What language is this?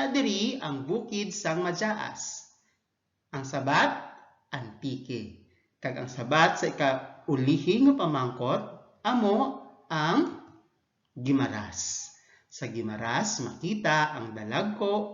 Hiligaynon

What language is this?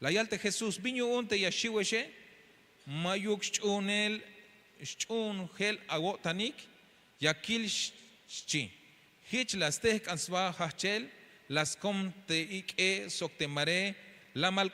Tzeltal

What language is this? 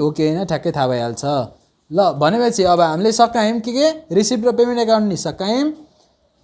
Nepali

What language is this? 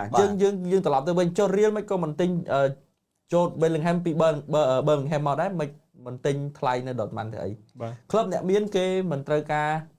Khmer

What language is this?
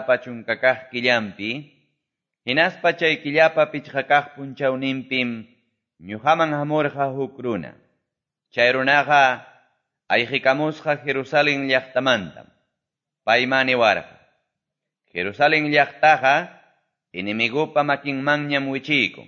Quechua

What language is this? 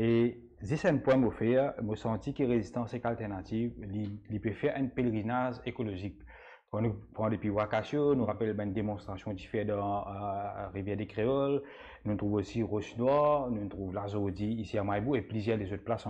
Morisyen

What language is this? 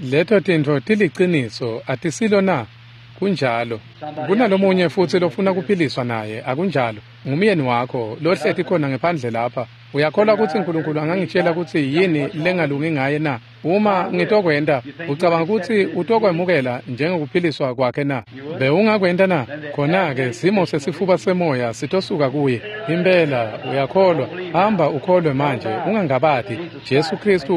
Swati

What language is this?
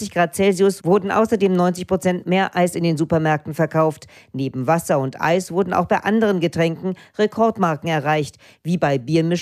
German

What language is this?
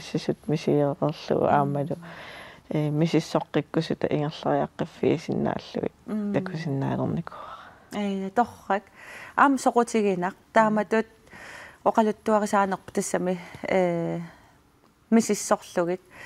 Kalaallisut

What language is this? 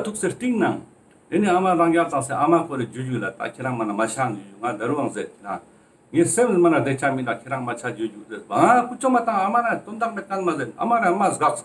Ladakhi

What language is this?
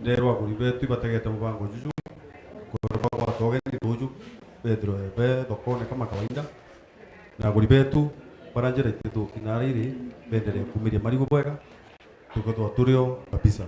Meru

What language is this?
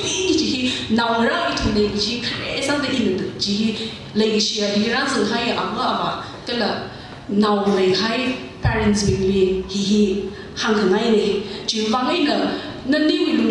Tangkhul Naga (India)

